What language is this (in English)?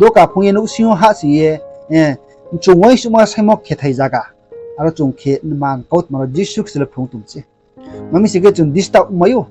Riang (India)